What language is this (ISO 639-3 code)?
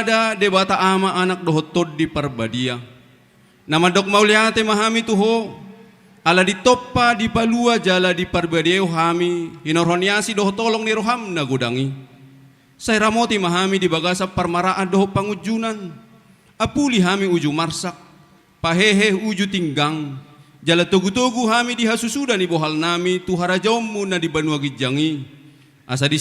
bbc